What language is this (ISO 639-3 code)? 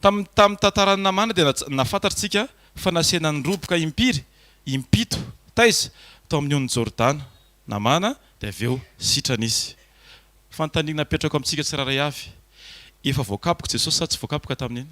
mlg